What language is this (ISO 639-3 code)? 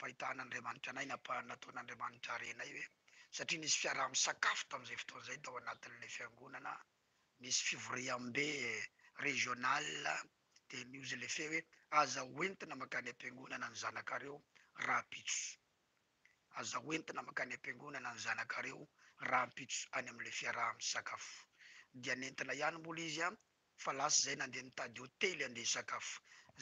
mlg